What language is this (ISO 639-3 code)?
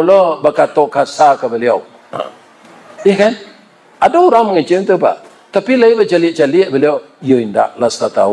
min